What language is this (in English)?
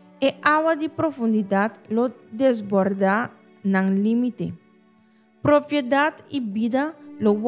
Papiamento